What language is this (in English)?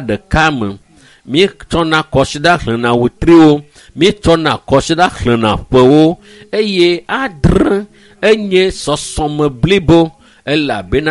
Ewe